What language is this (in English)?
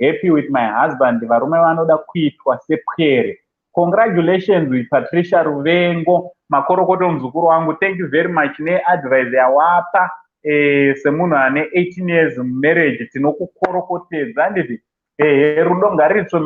Shona